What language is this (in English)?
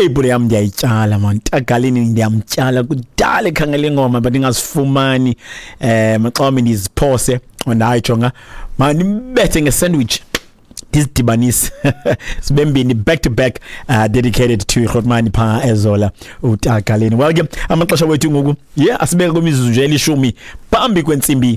Xhosa